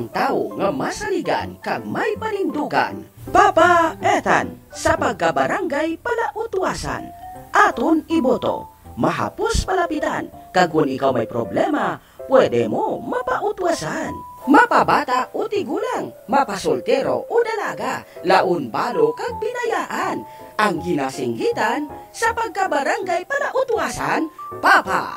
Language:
Hiligaynon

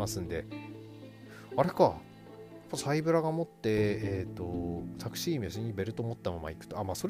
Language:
Japanese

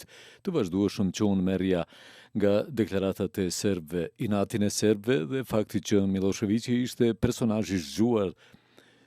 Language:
Albanian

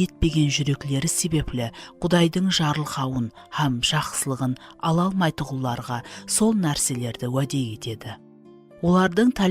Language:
Kara-Kalpak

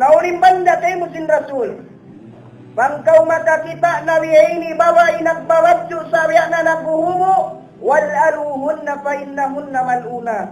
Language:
Tausug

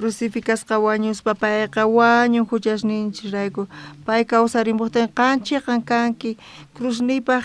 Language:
South Bolivian Quechua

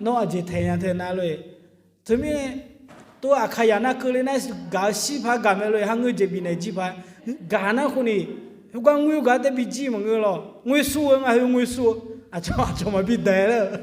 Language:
Akha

